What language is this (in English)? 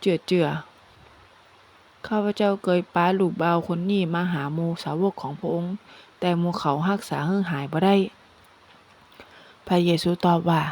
Northern Thai